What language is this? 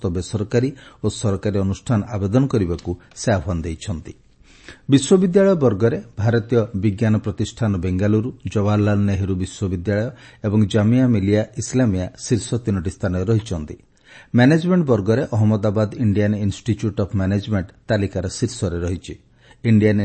Odia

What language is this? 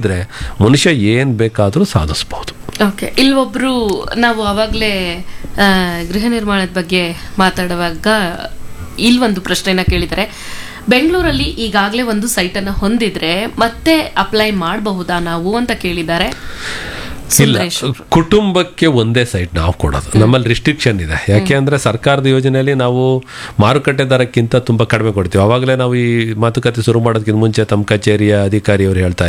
Kannada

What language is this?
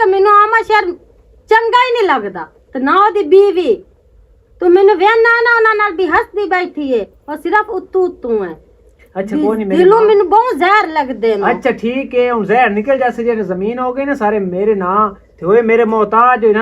Western Panjabi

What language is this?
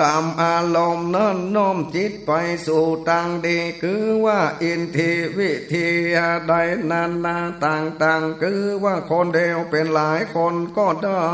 Northern Thai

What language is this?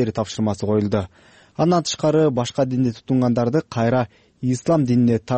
Kyrgyz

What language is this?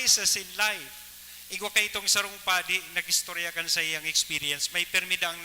Bikol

